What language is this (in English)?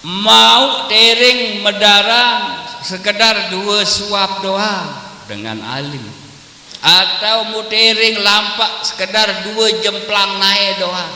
Sasak